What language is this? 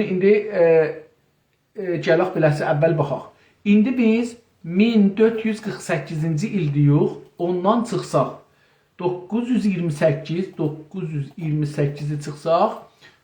South Azerbaijani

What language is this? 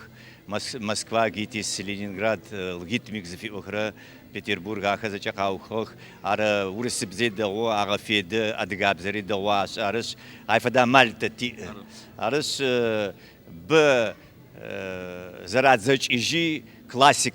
Adyghe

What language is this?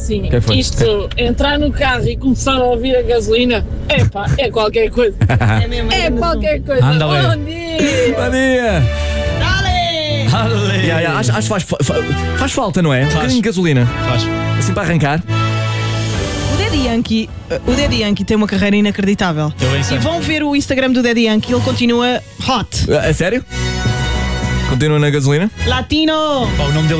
Portuguese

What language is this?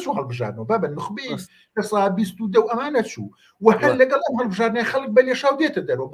Central Kurdish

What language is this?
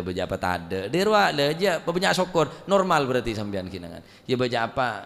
Madurese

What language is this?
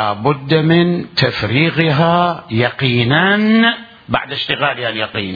Mesopotamian Arabic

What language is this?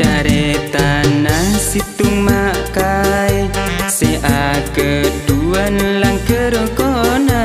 Madurese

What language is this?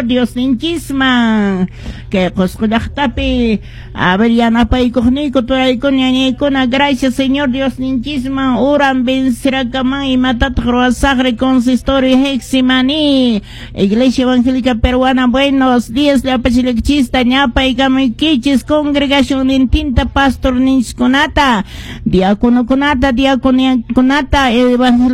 Quechua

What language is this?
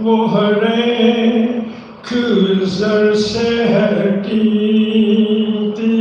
Saraiki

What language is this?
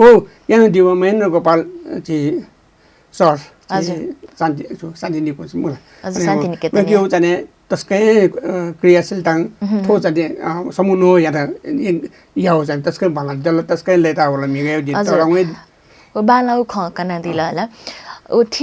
Newari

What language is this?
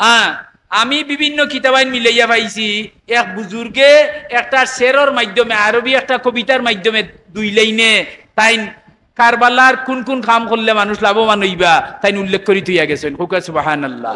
Sylheti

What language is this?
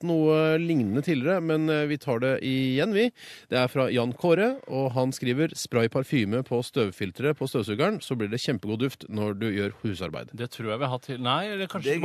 Norwegian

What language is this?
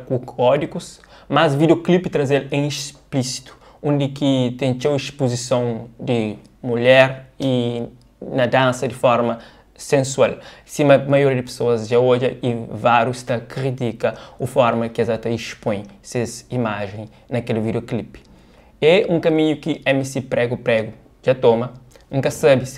Kabuverdianu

